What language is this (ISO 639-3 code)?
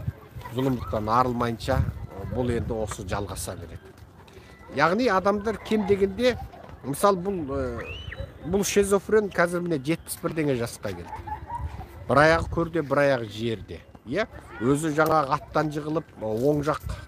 kaz